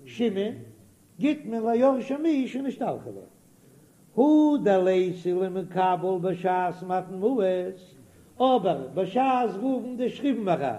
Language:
Yiddish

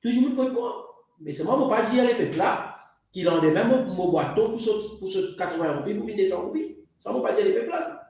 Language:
Morisyen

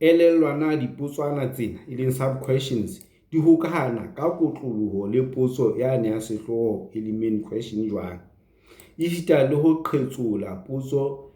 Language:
Southern Sotho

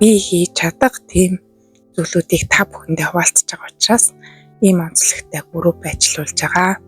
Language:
Mongolian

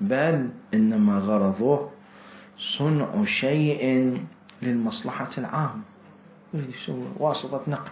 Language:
Mesopotamian Arabic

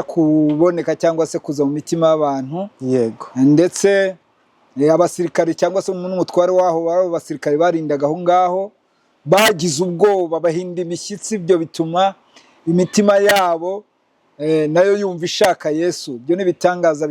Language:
Kinyarwanda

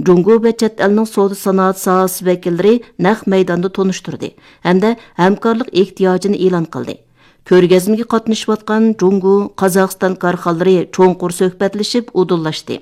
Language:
Uyghur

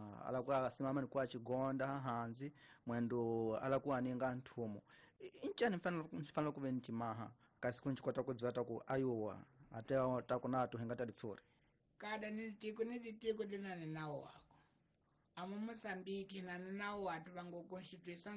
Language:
Tsonga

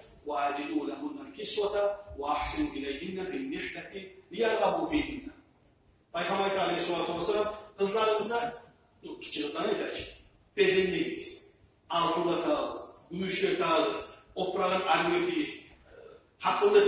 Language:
Kumyk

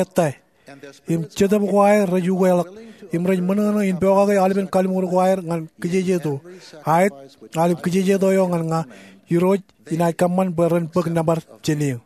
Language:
Marshallese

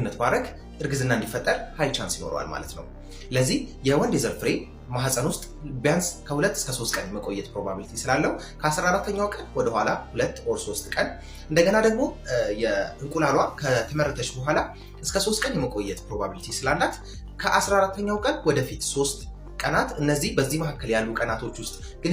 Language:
Amharic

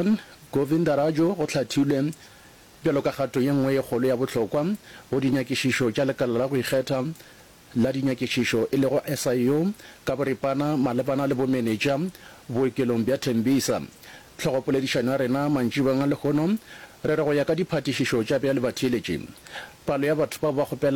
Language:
Northern Sotho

